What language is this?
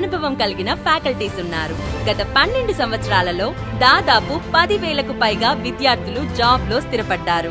Telugu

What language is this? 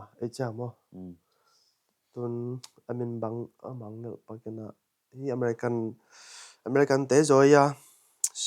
Tedim Chin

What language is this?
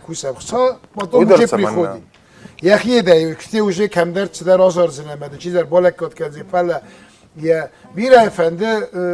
Ossetic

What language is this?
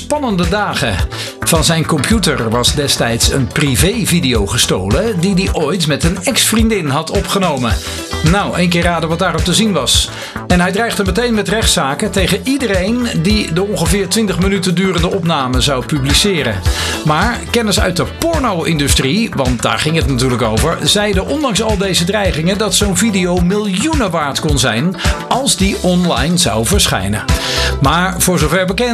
Dutch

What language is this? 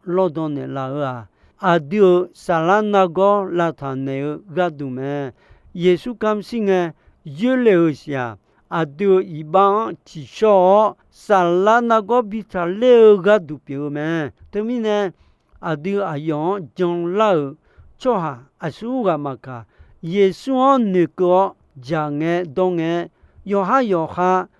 Akha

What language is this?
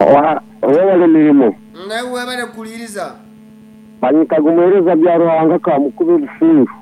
Nyankole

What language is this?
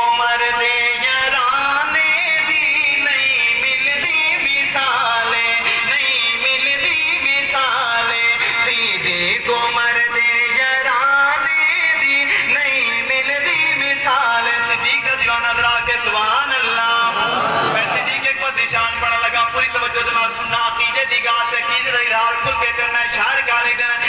Saraiki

